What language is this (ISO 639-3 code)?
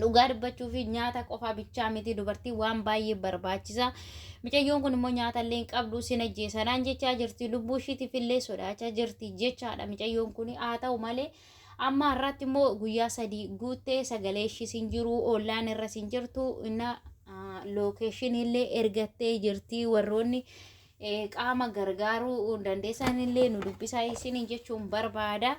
orm